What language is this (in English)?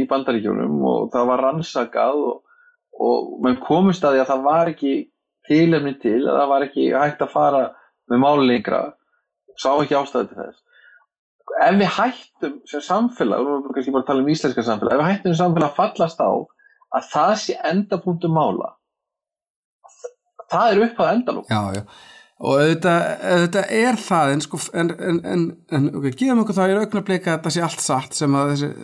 Icelandic